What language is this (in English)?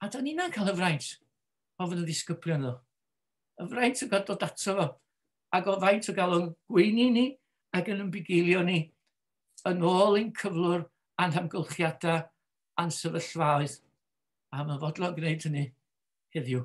Welsh